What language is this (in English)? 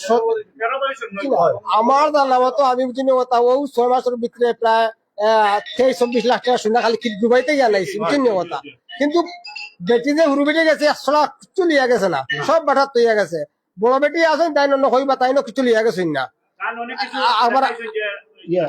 Sylheti